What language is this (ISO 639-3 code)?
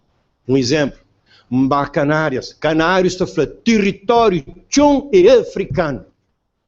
kea